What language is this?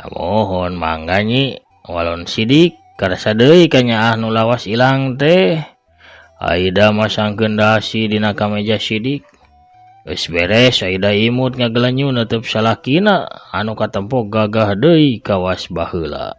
Sundanese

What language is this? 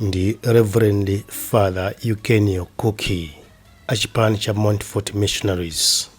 Nyanja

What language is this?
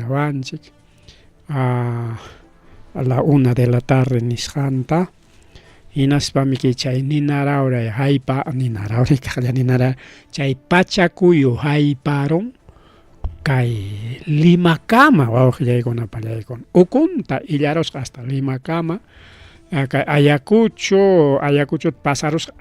Ayacucho Quechua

